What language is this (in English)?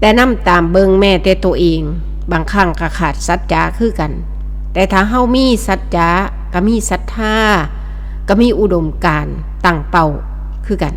Northeastern Thai